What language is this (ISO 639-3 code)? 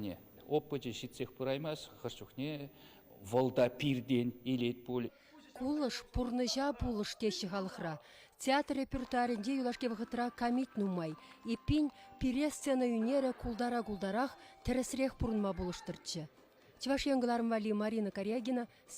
chv